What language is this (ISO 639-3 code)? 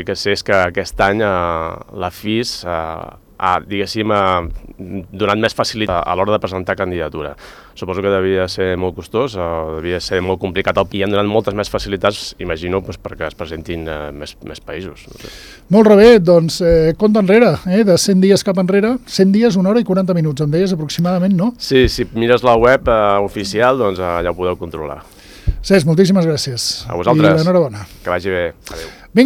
cat